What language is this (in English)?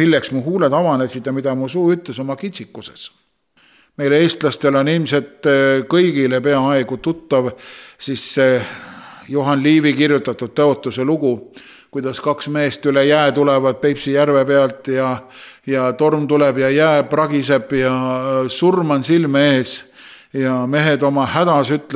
Estonian